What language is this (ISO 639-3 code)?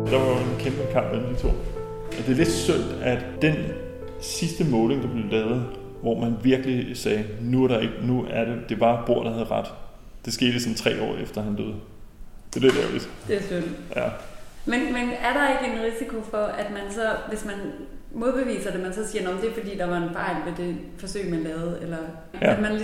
dan